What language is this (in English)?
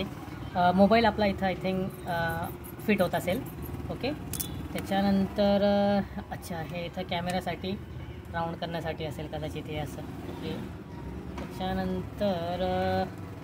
Marathi